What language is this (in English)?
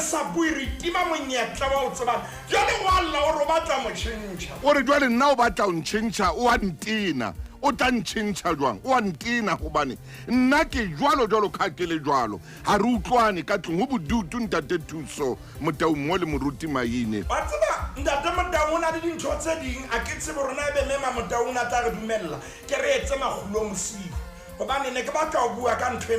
Southern Sotho